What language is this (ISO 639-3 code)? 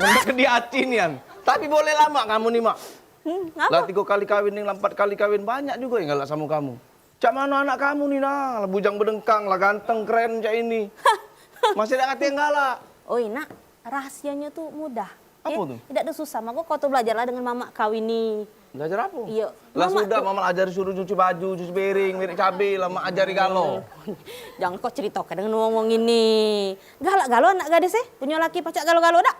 mui